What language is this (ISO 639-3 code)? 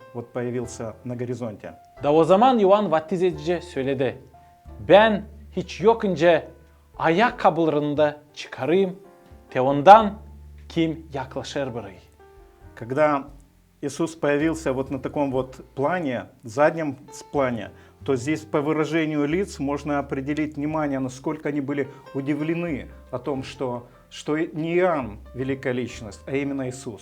gag